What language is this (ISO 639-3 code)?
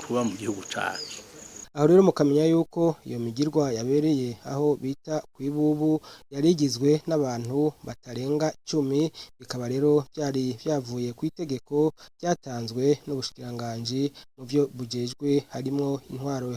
run